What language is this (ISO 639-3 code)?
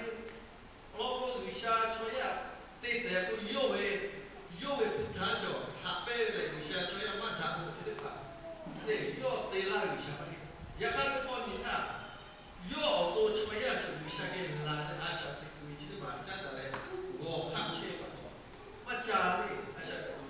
lhu